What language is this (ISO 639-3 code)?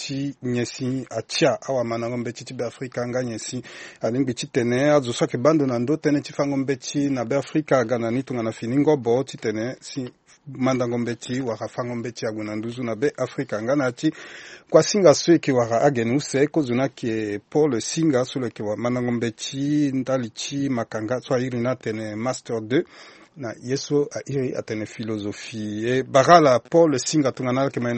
sag